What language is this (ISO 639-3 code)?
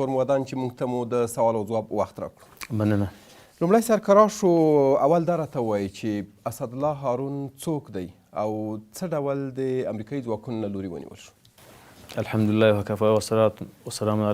pus